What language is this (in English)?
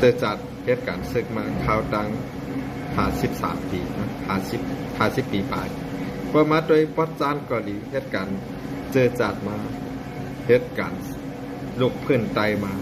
Shan